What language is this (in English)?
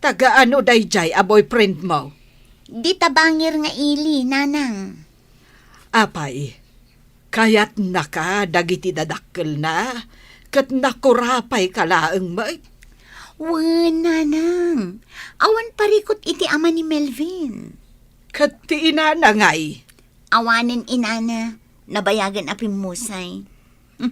Iloko